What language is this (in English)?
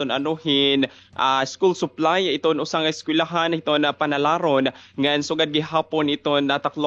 Waray